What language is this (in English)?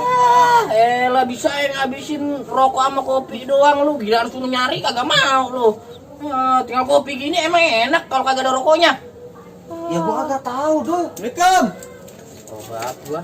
Betawi